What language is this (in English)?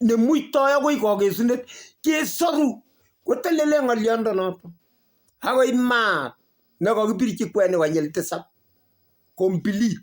Kalenjin